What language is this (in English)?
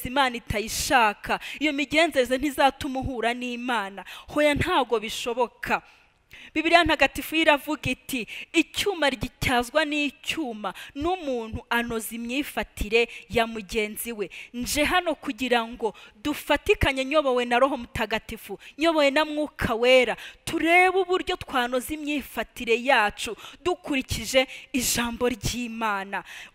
Kinyarwanda